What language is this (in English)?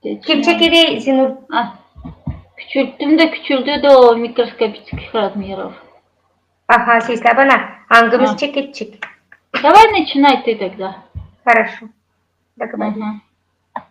Gagauz